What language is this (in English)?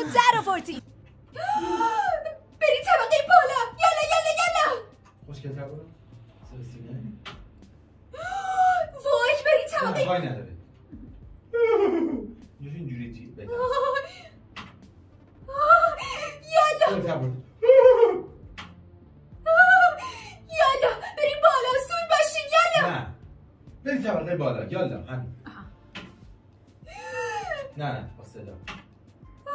Persian